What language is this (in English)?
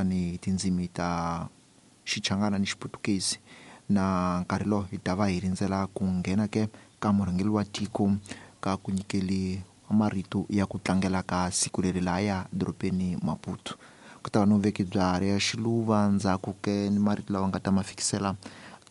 Tsonga